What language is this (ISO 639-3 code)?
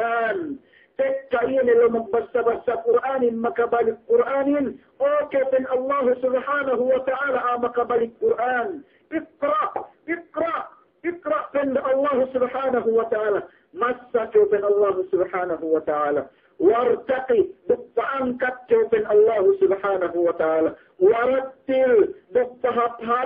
yka